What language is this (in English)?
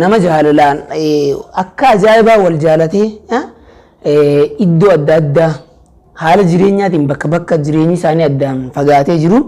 Oromo